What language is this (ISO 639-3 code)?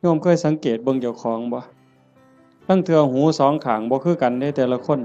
tts